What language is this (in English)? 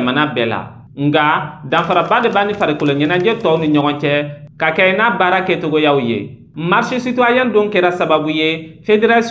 Bambara